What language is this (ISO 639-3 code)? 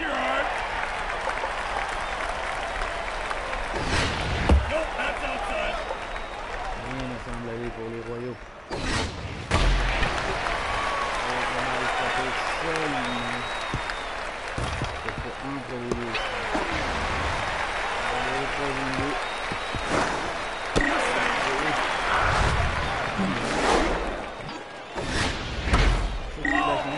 fra